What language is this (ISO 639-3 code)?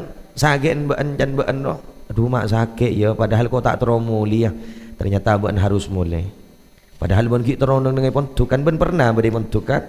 mad